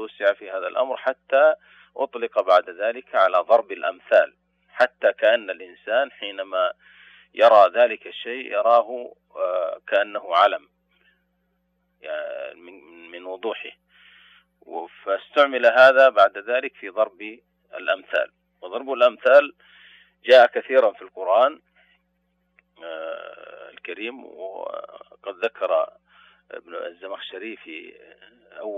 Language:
Arabic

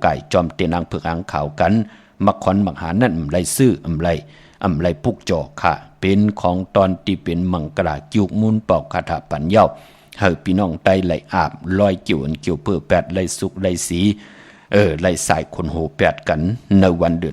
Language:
Shan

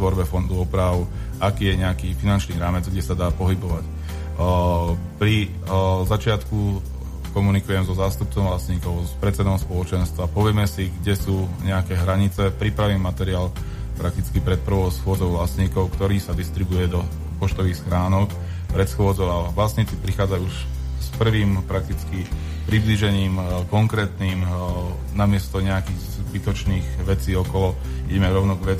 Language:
Slovak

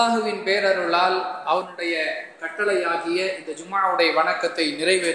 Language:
Tamil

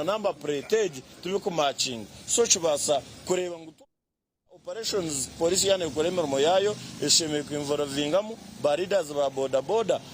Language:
Nyankole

